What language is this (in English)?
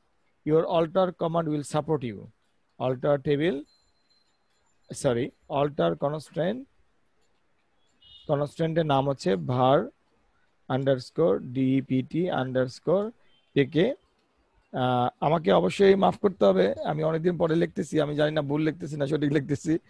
Bangla